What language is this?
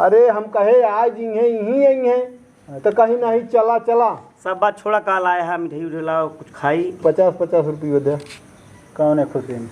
Awadhi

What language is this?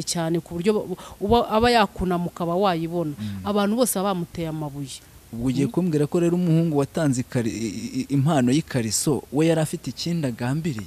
Kinyarwanda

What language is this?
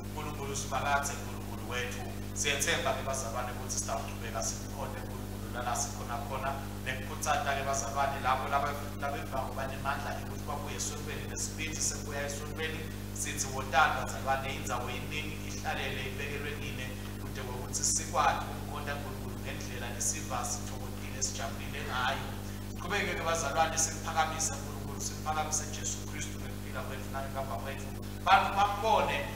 Swati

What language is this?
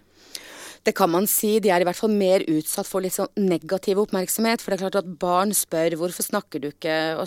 Norwegian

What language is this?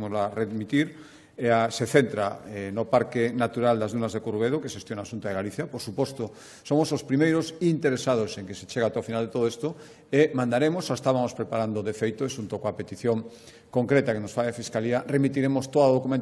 Galician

